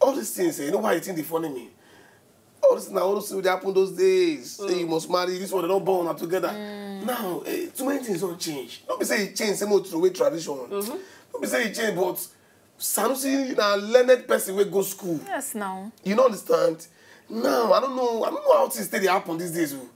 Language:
Nigerian Pidgin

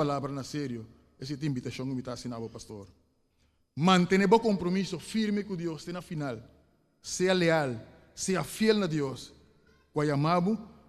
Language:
Papiamento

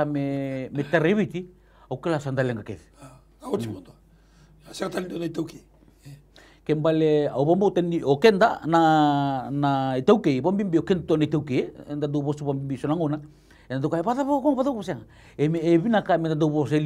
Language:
Fijian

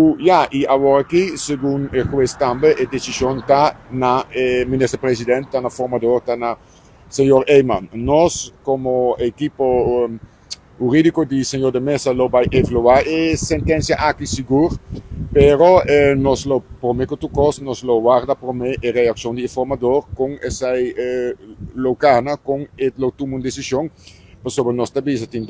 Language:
Papiamento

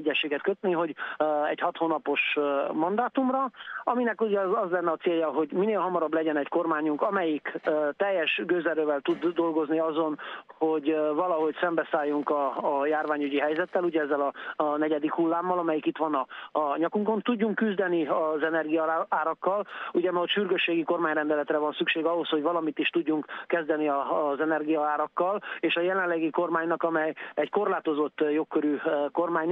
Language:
Hungarian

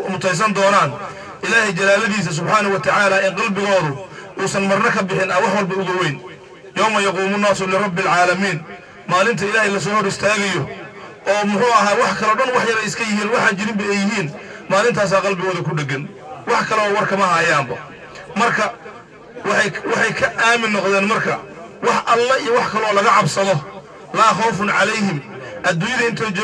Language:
Somali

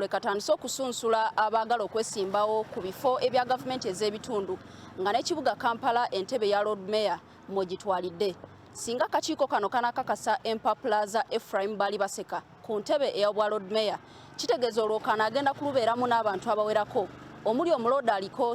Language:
Ganda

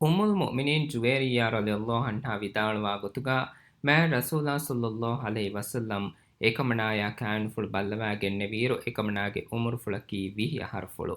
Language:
Divehi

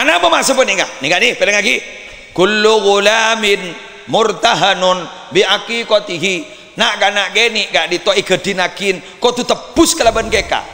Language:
Madurese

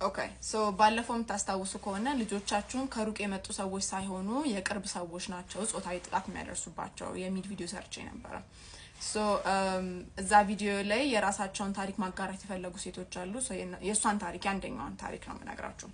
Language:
Amharic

